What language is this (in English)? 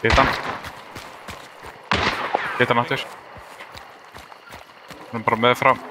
Icelandic